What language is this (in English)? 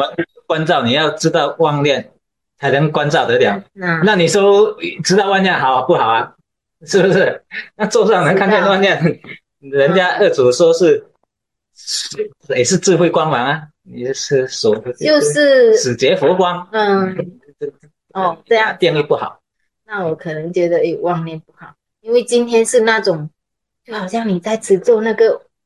Chinese